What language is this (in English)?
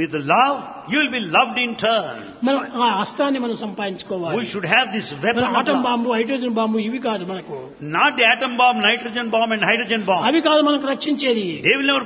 Telugu